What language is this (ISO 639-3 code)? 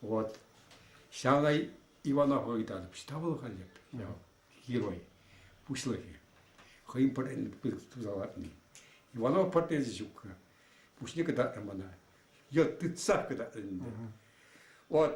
chv